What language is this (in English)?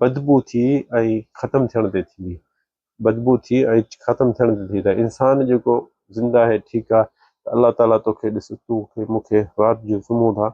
Sindhi